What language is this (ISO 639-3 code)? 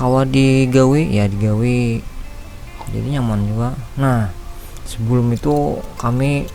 bjn